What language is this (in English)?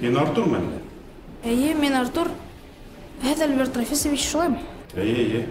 Bashkir